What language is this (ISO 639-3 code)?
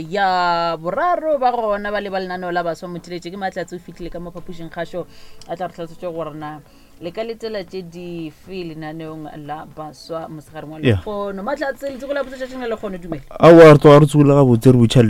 nso